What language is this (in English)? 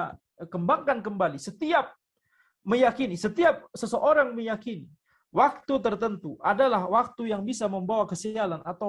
Indonesian